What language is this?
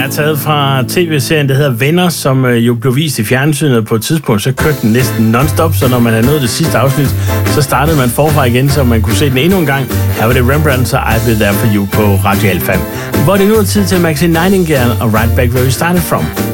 Danish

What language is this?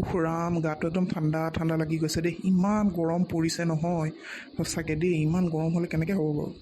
Assamese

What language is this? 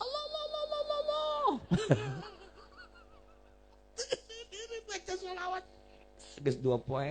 Sundanese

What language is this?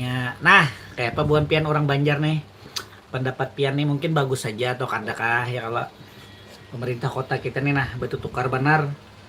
Banjar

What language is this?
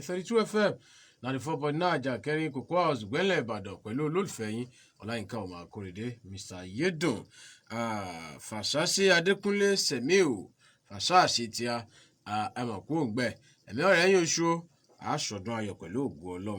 Yoruba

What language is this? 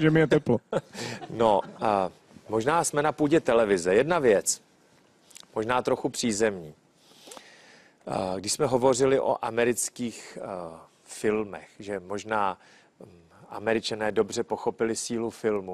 Czech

